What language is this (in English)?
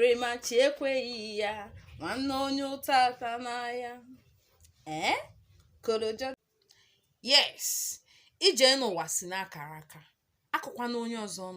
Igbo